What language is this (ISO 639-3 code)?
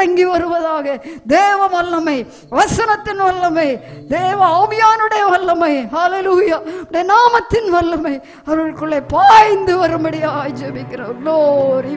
tam